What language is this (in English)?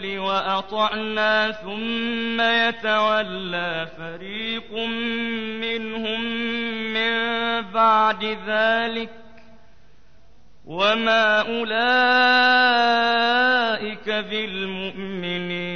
Arabic